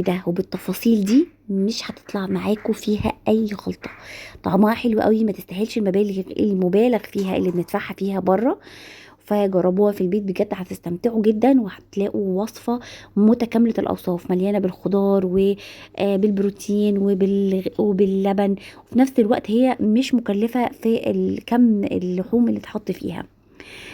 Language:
Egyptian Arabic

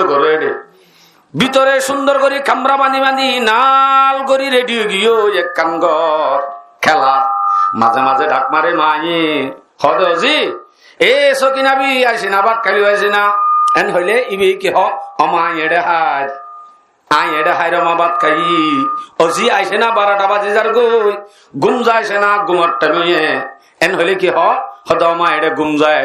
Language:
Rohingya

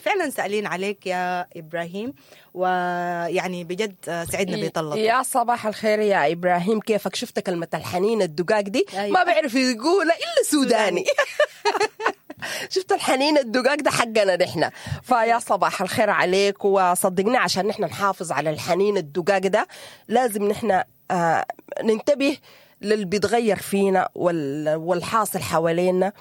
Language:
Sudanese Arabic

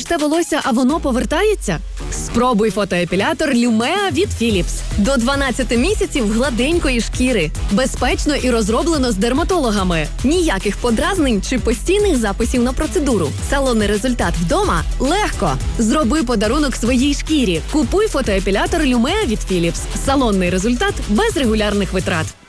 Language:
Ukrainian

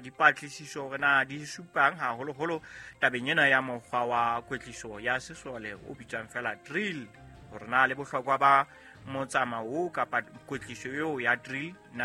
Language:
Southern Sotho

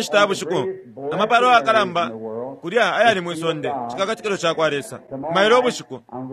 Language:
Bemba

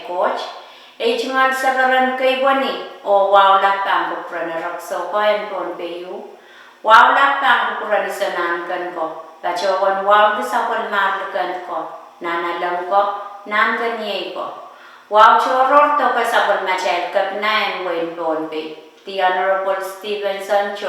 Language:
Pohnpeian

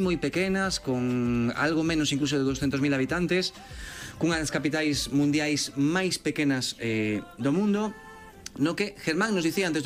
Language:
Galician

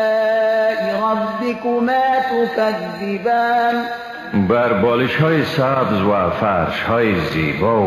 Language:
Persian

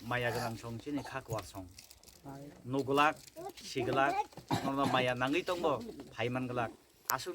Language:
Kok Borok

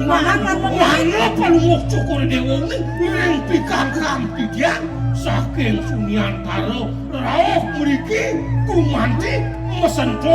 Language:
Balinese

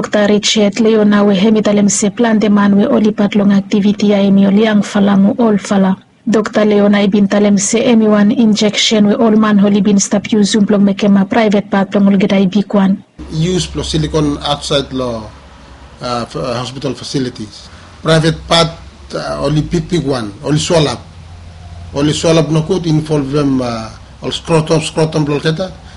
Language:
Bislama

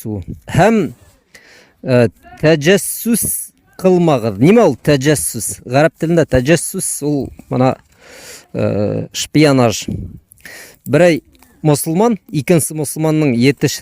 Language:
Bashkir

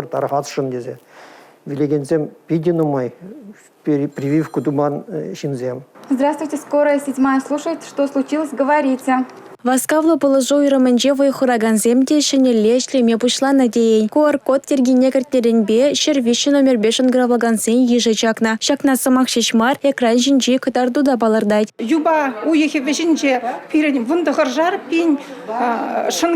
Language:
Chuvash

